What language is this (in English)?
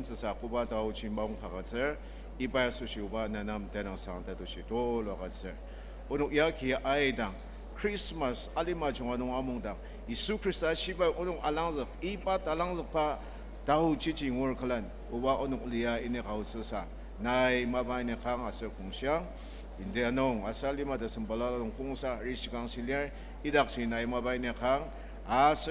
Ao Naga